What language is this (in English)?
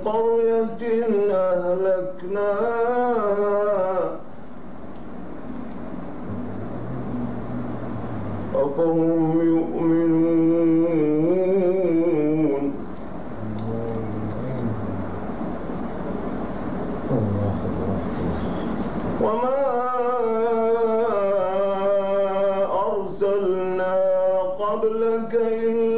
Arabic